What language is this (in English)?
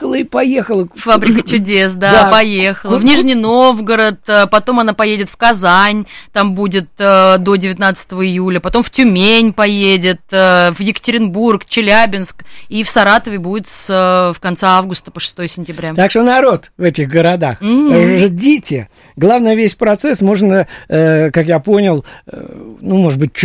Russian